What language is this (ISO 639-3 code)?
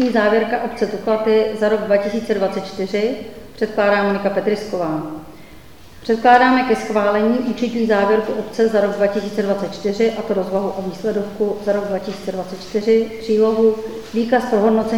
ces